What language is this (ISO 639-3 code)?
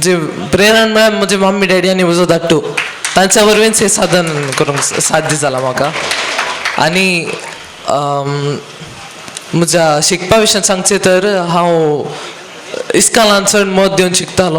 kok